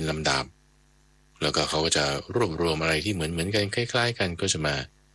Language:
Thai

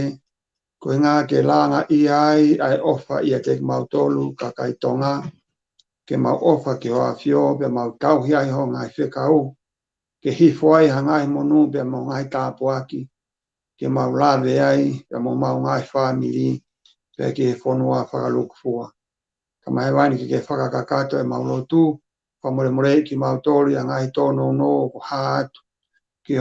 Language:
Tongan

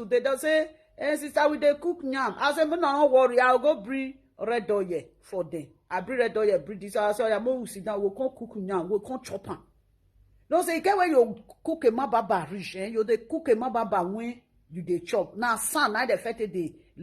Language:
Nigerian Pidgin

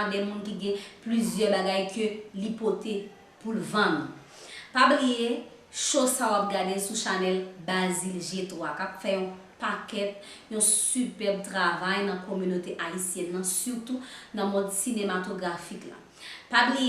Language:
Haitian Creole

